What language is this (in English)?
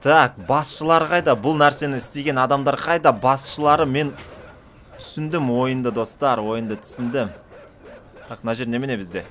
Kazakh